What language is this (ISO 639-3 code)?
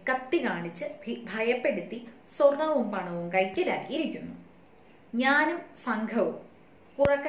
mal